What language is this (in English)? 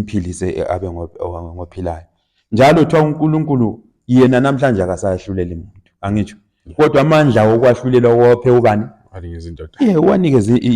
Zulu